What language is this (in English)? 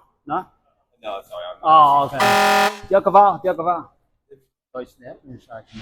Welsh